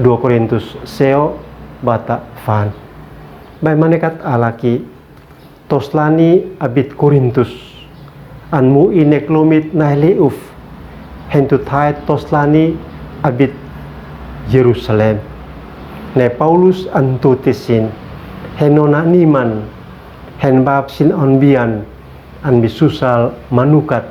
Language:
Uab Meto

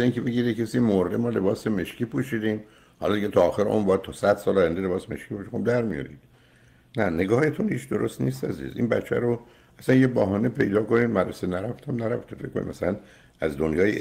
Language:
Persian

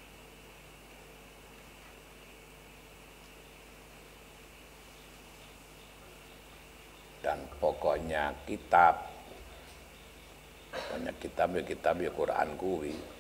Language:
Javanese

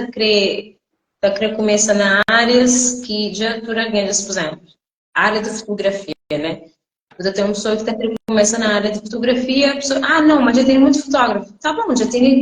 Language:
Kabuverdianu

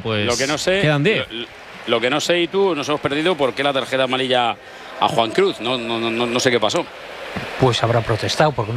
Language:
Spanish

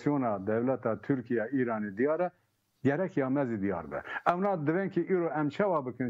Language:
Kurdish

